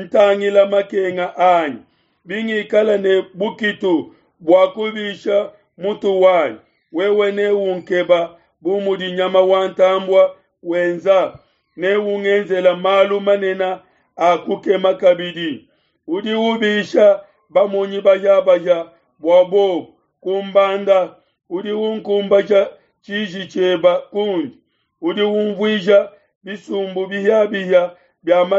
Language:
Luba-Lulua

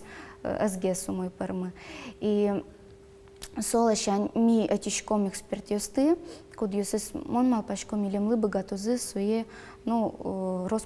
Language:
Udmurt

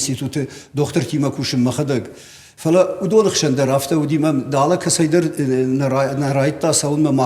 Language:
Ossetic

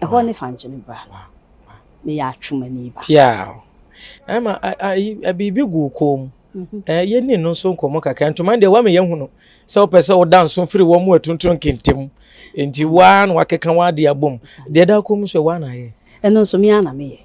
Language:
Akan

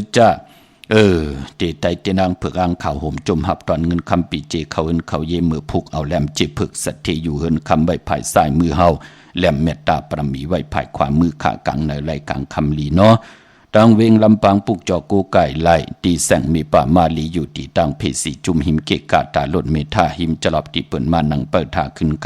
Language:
Shan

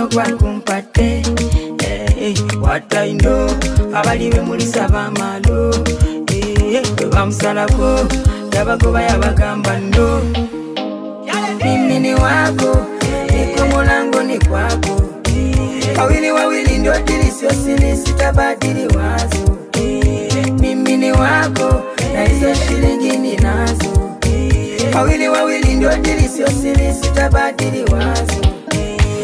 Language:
Swahili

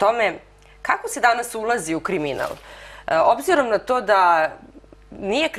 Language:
Serbian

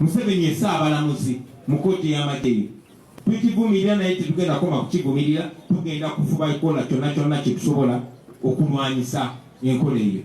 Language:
Ganda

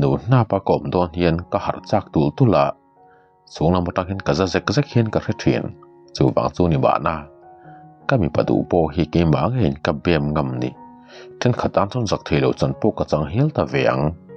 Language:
Mizo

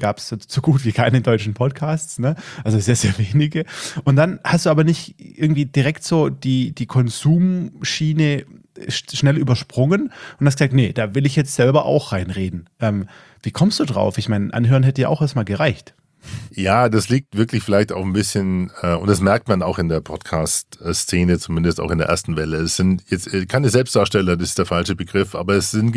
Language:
German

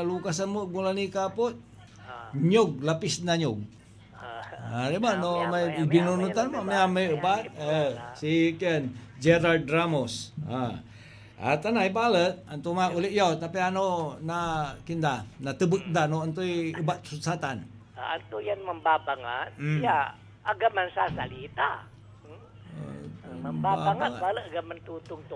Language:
Pangasinan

